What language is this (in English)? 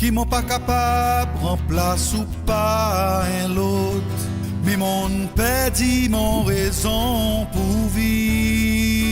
Morisyen